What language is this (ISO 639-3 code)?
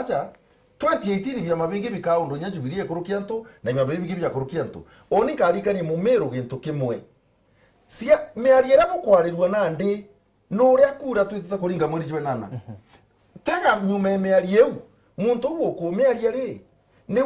mer